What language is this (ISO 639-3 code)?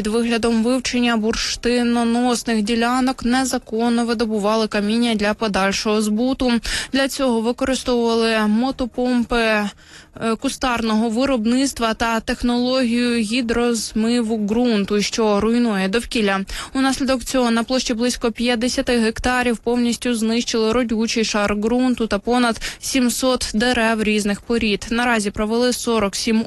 ukr